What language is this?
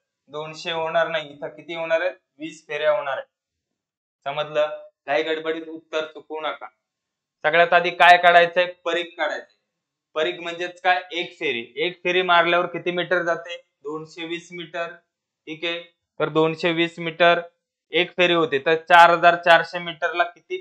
Marathi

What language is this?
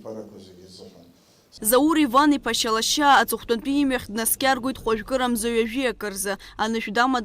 Abkhazian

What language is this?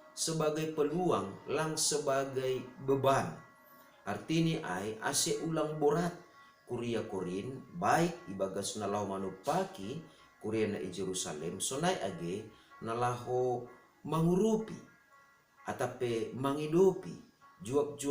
Batak Simalungun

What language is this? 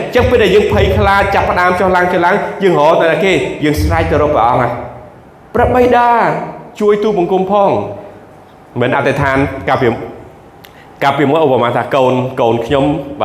Khmer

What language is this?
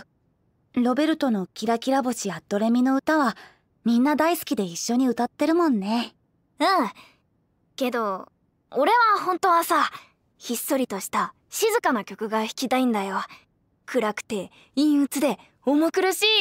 Japanese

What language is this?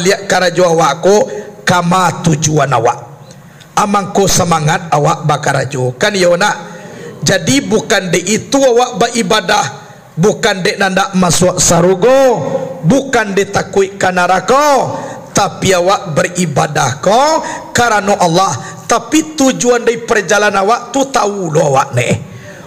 Minangkabau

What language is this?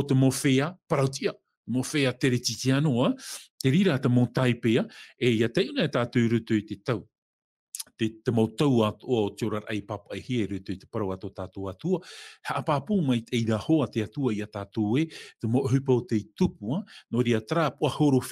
Tahitian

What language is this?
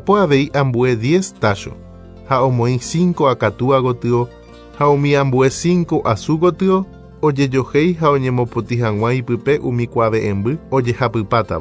Guarani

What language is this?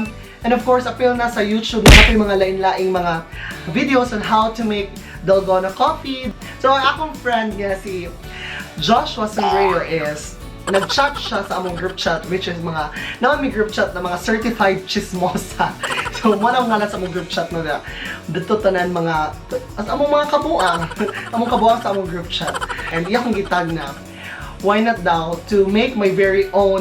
Cebuano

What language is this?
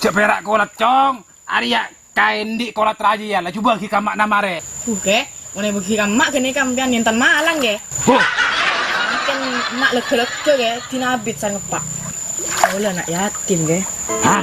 Madurese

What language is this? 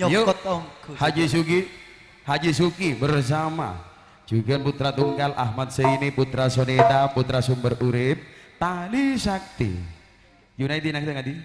Madurese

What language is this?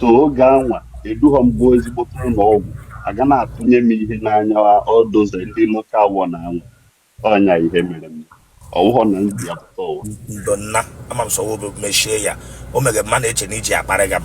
Igbo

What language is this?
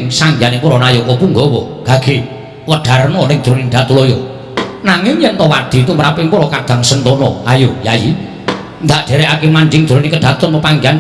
Javanese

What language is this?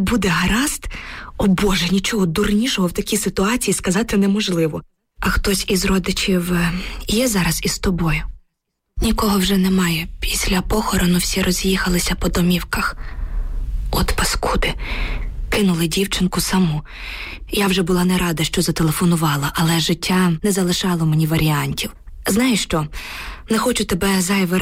Ukrainian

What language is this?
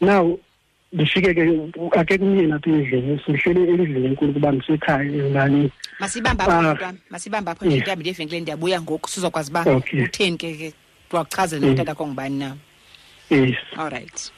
Xhosa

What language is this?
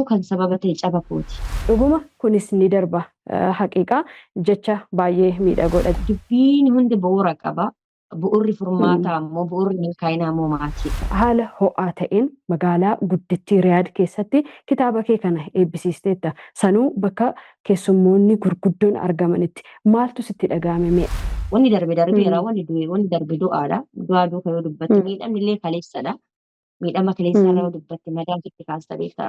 Oromo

